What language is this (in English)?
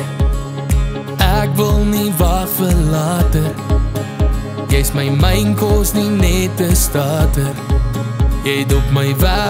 Afrikaans